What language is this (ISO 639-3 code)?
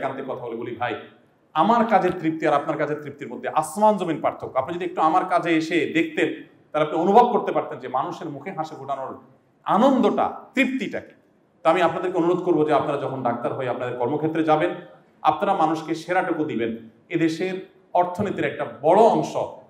ben